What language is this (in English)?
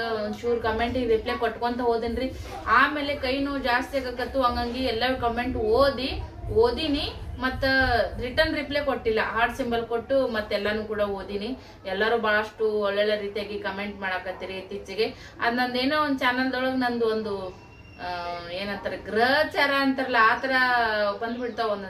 Kannada